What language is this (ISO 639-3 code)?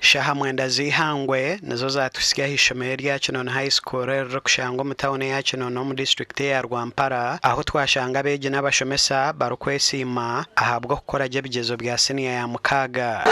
nyn